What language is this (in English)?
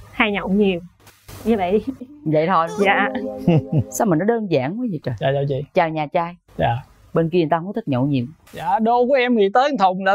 Vietnamese